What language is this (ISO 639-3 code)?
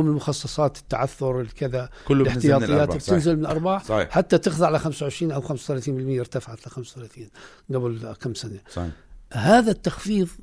ara